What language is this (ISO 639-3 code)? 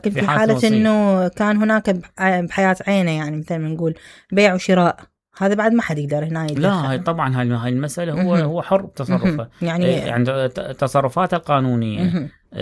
acm